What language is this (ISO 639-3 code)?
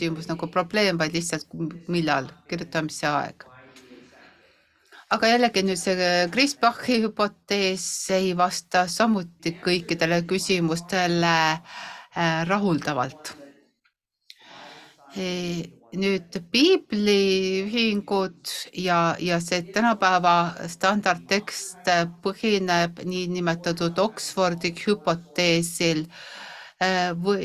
est